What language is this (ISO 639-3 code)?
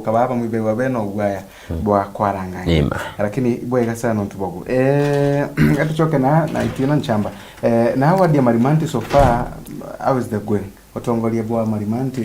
mer